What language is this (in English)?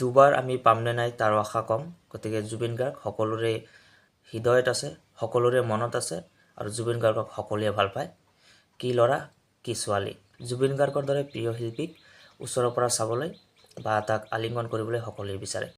Assamese